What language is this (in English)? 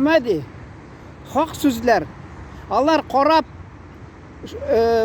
Tatar